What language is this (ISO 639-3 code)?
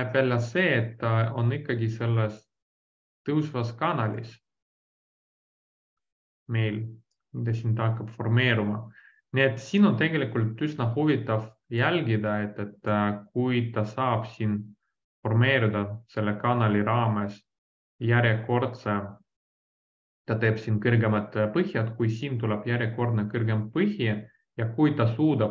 est